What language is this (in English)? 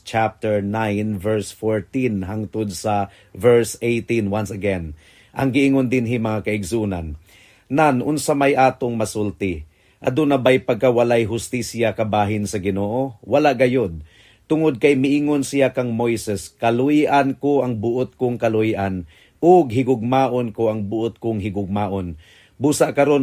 Cebuano